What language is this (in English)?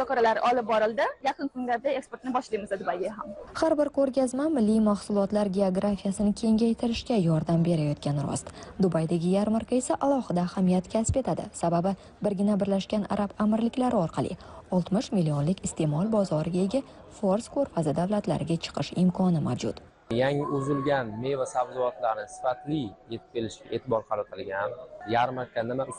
Uzbek